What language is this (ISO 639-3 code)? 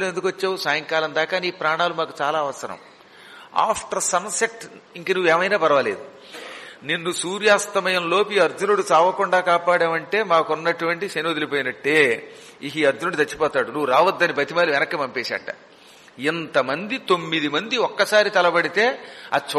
tel